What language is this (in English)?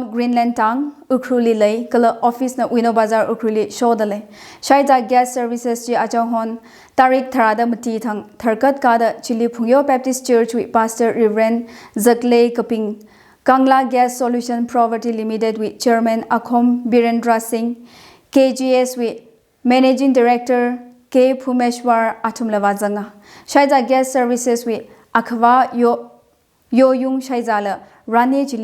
Tangkhul Naga (India)